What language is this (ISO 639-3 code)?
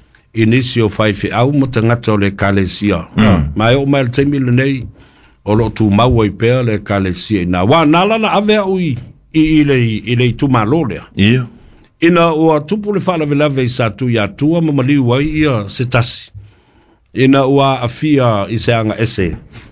smo